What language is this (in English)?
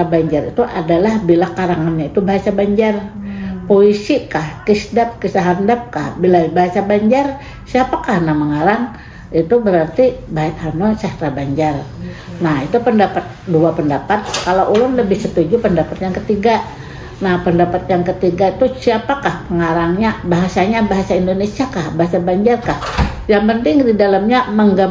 Banjar